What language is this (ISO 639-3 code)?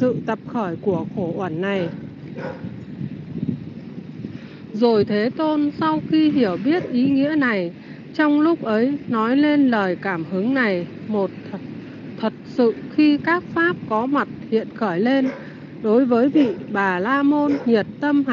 vie